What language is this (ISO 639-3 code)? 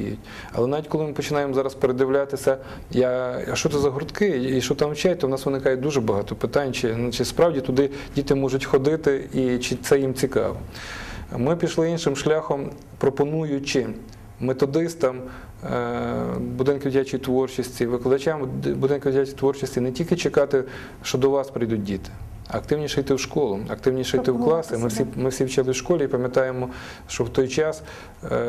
ukr